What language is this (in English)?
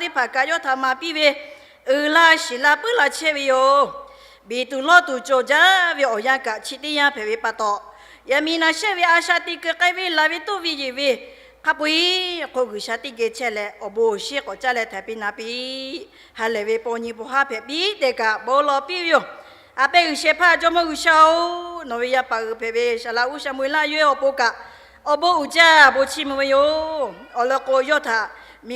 Lahu